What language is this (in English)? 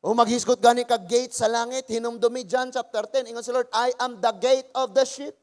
Cebuano